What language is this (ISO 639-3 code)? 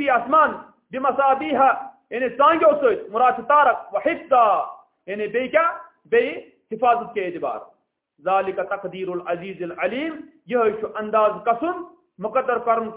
kas